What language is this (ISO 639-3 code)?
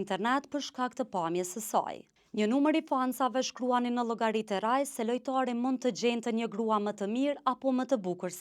sqi